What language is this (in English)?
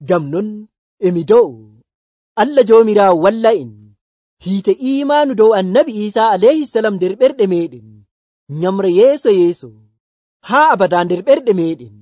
Nigerian Fulfulde